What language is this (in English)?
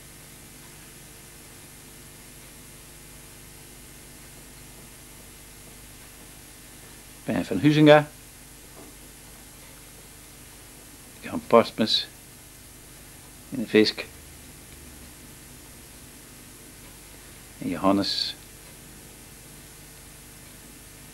Dutch